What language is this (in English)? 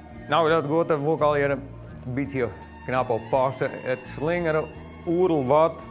Western Frisian